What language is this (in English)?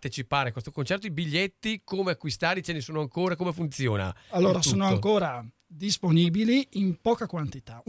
Italian